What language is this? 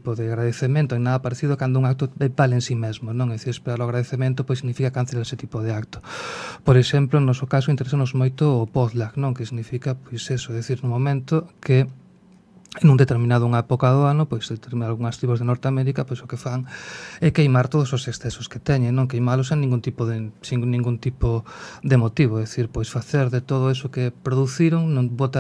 Galician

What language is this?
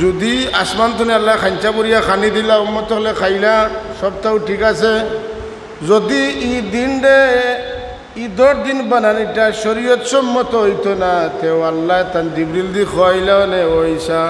Sylheti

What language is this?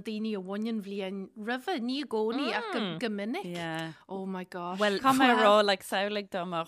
Irish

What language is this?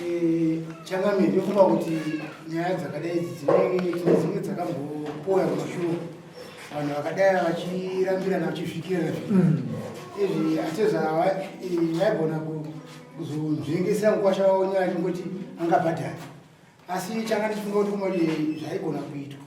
Shona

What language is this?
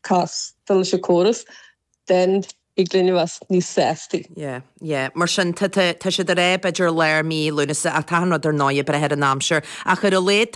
Irish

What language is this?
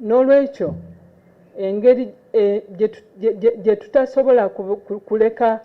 Ganda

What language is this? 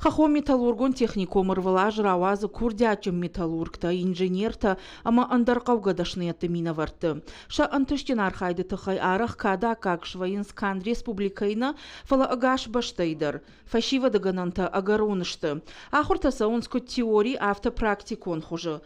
Ossetic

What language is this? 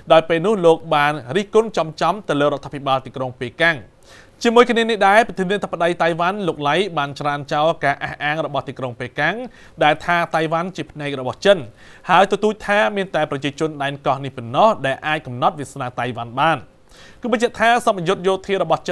Khmer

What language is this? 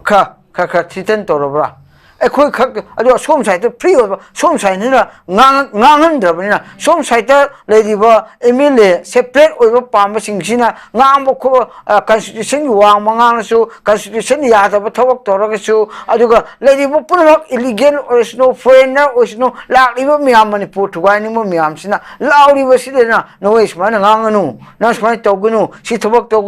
Manipuri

